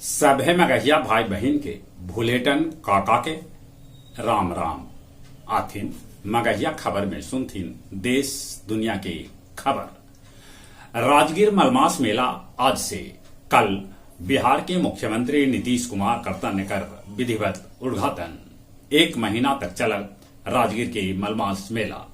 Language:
Magahi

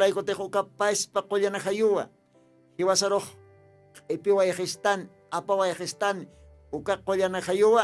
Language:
Aymara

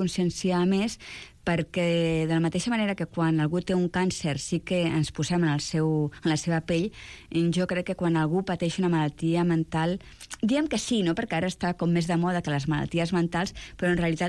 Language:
Catalan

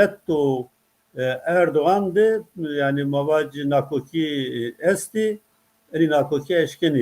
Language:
Zaza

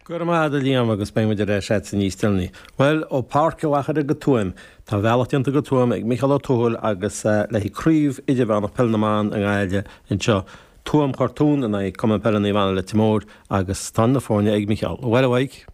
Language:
Irish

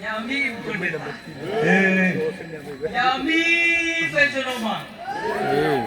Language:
Nias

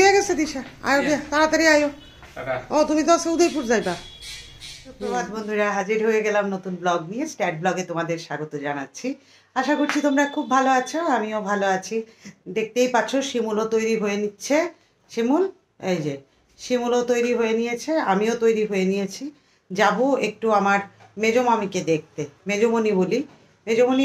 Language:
Bangla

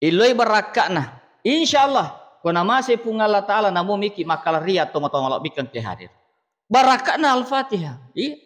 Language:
Buginese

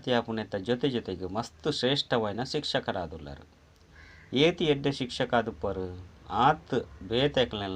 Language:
Tulu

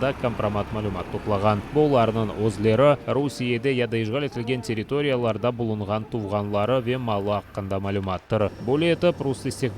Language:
Crimean Tatar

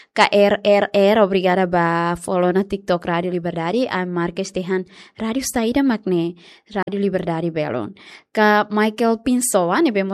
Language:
Tetum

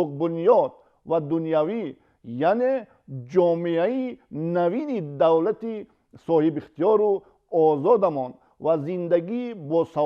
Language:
Tajik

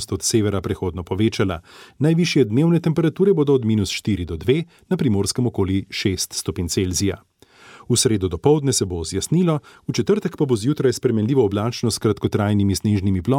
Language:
Slovenian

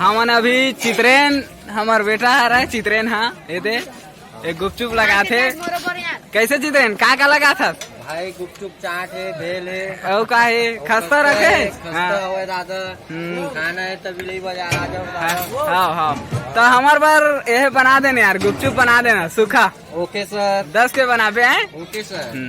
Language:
Chhattisgarhi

